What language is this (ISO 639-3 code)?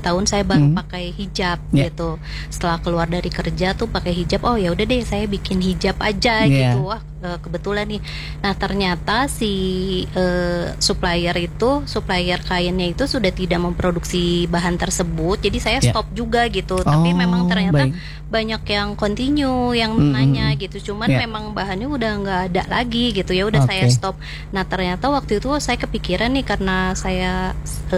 ind